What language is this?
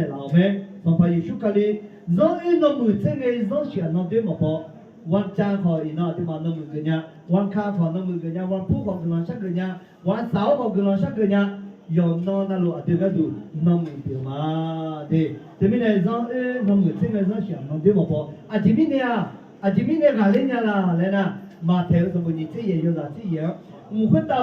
Akha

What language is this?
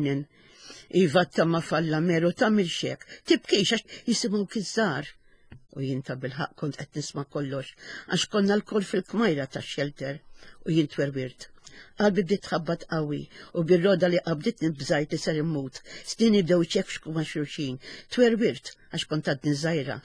Maltese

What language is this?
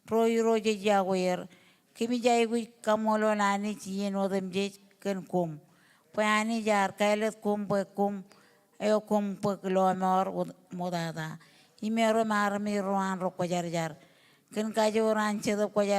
Marshallese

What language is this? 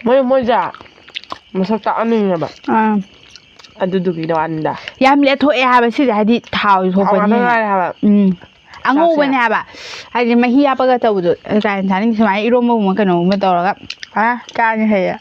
Manipuri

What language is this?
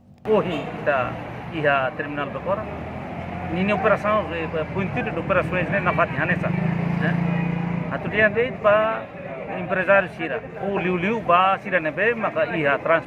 Tetum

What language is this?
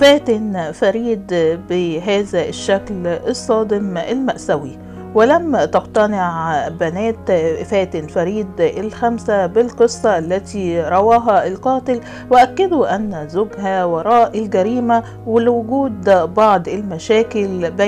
Arabic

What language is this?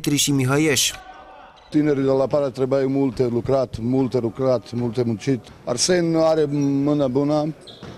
Romanian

